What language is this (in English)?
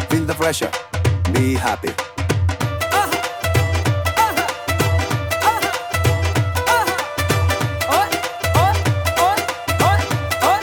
Punjabi